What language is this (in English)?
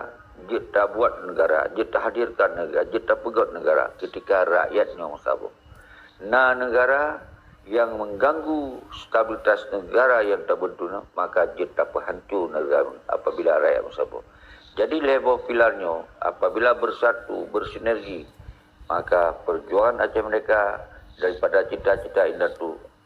Achinese